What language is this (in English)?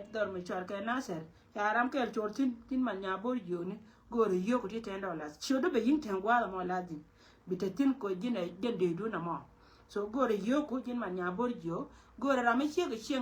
Nuer